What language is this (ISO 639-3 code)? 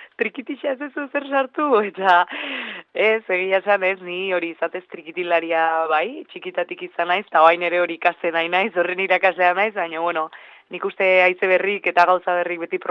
eus